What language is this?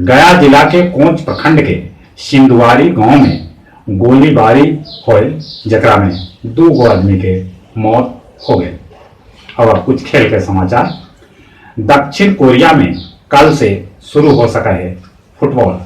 Magahi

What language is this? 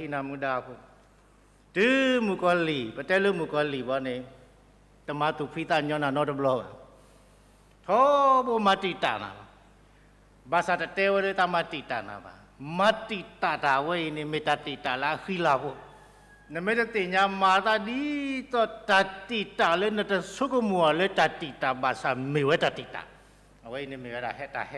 S'gaw Karen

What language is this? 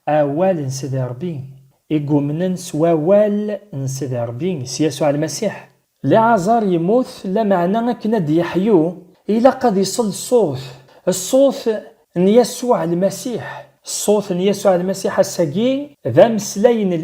Kabyle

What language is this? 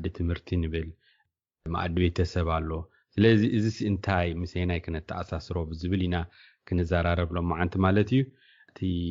Tigrinya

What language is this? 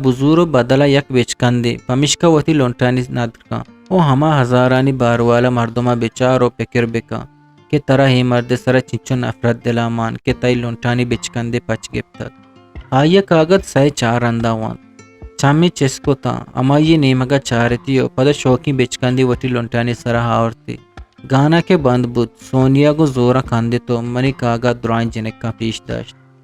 Eastern Balochi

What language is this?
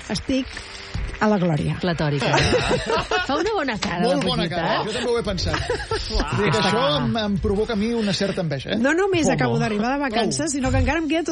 Catalan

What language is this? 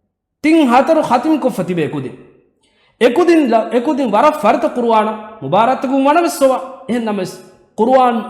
Divehi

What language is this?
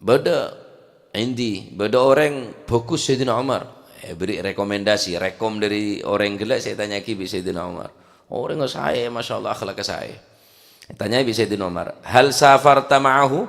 Madurese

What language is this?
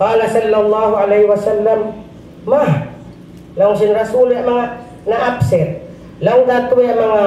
Tausug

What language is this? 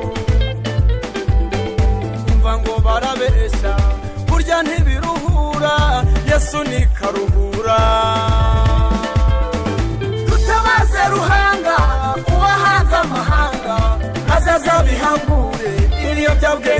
Kinyarwanda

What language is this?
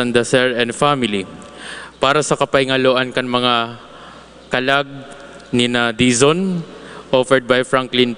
Bikol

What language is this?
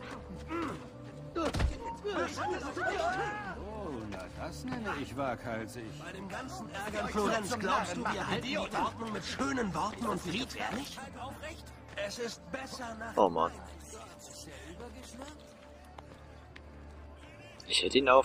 German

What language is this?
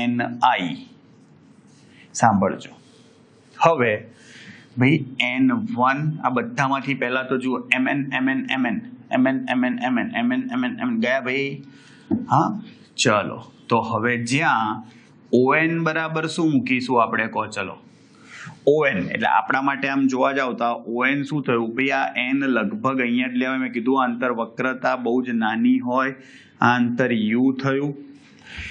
Gujarati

